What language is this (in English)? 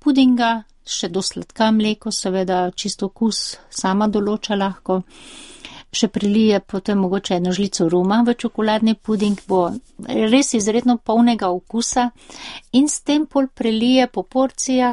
Slovenian